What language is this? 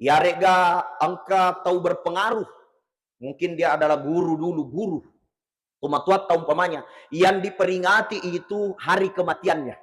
Buginese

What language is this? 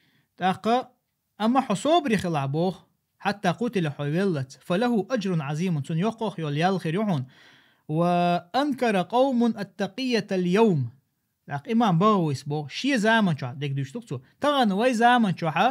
Chechen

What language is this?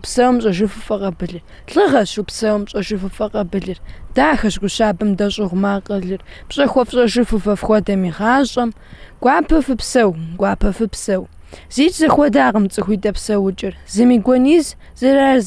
Kabardian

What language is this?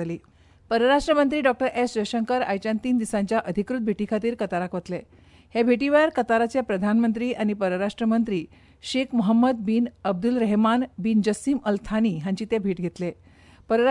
Konkani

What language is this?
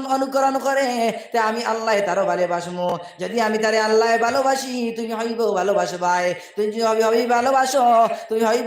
Sylheti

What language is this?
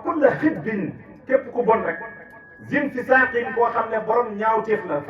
Wolof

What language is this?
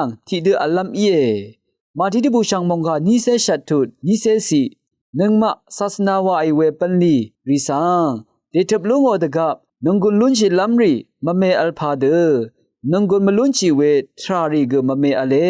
Rawang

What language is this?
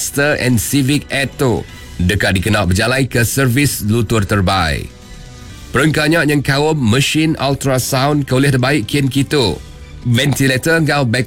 Iban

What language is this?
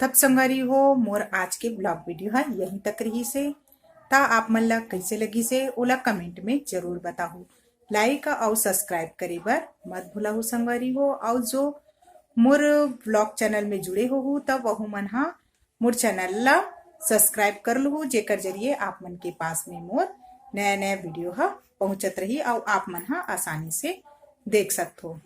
Chhattisgarhi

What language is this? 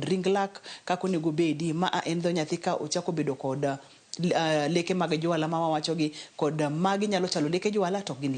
Luo (Kenya and Tanzania)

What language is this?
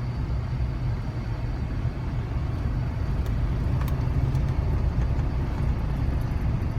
Lao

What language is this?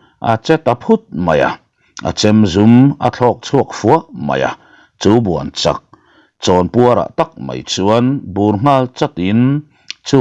Mizo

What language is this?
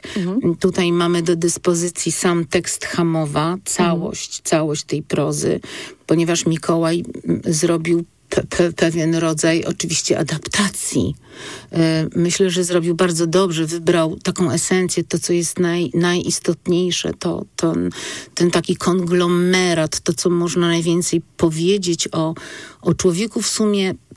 Polish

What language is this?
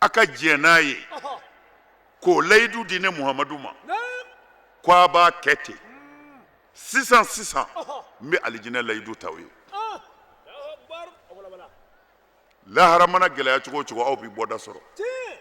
Bambara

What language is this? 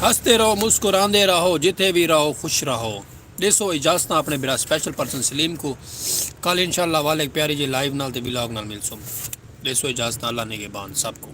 Saraiki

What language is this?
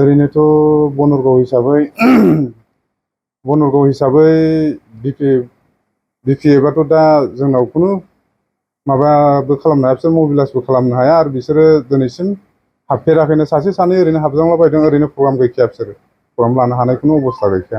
Bodo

